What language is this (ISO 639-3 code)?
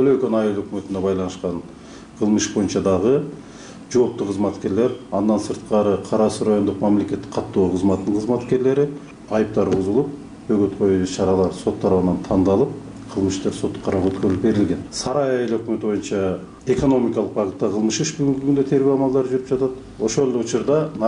kir